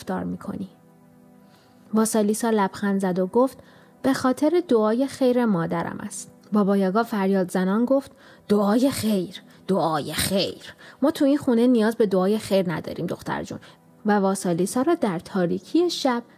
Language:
Persian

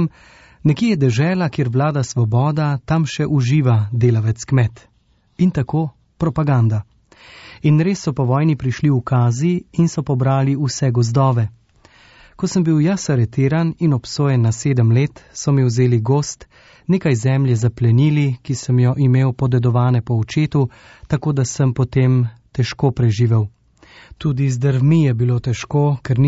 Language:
Slovenian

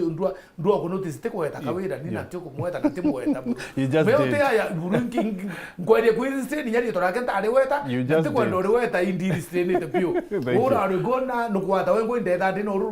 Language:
Meru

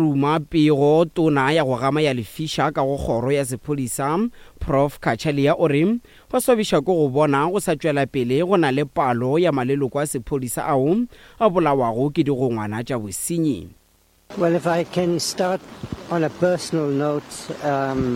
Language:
Northern Sotho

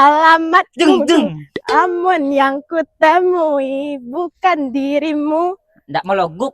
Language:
Minangkabau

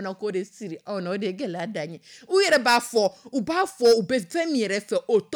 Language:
Dyula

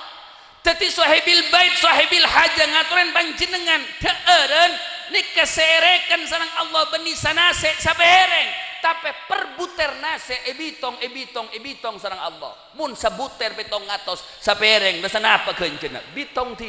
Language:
Madurese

